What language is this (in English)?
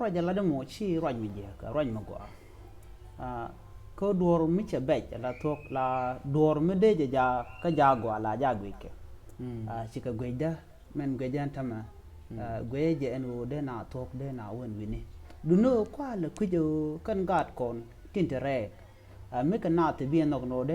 Nuer